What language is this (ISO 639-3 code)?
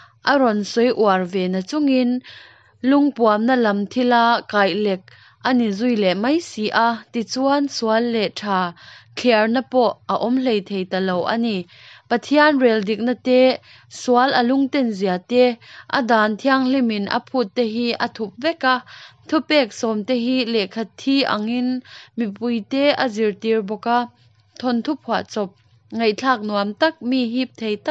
lus